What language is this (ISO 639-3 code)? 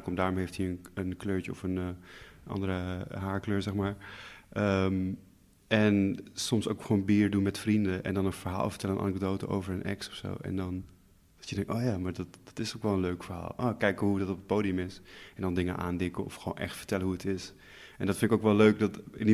nld